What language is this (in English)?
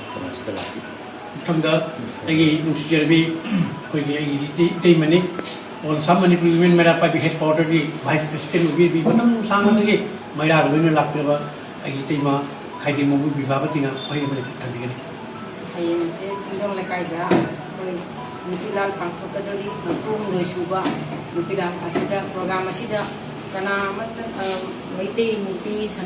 Manipuri